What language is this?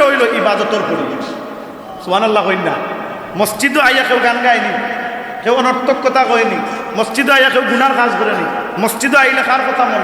Sylheti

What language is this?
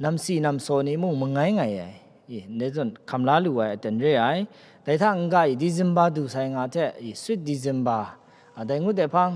Kachin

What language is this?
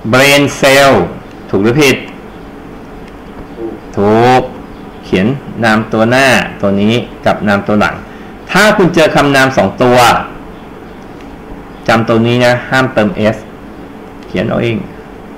Thai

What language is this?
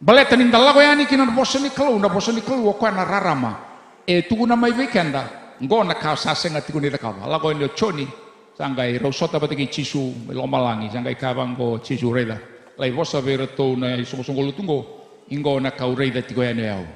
Fijian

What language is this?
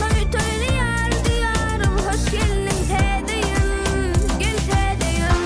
Turkmen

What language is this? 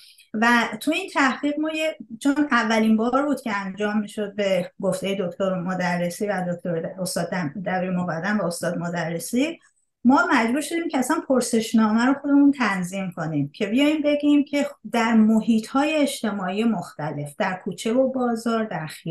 Persian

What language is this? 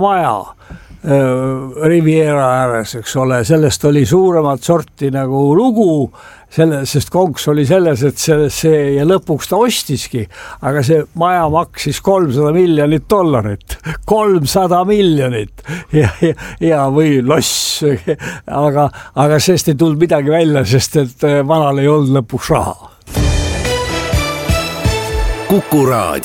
Estonian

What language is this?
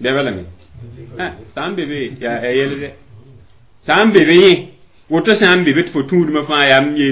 Mossi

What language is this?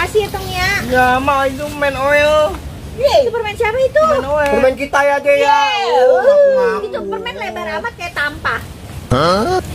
Betawi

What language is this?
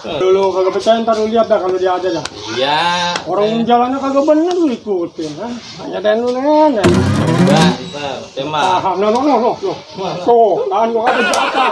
Betawi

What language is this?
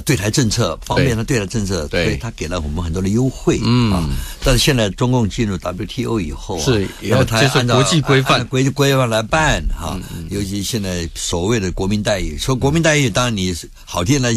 Chinese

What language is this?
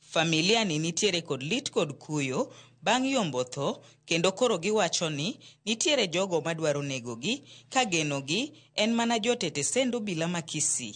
Luo (Kenya and Tanzania)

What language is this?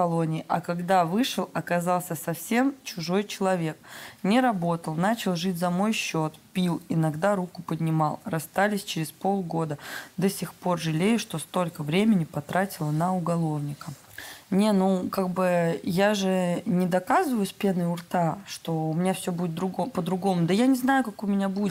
Russian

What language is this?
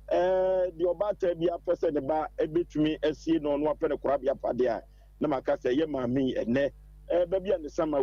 Akan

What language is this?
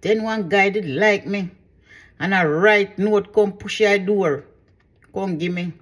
Jamaican Creole English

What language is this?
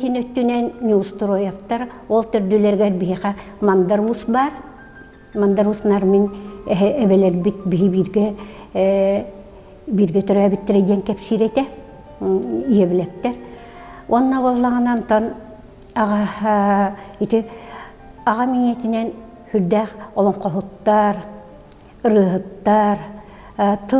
Yakut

